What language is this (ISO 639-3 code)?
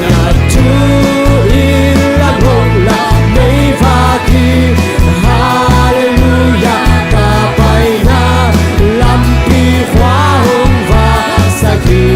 ctd